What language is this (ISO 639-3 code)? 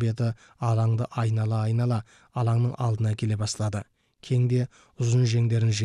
kaz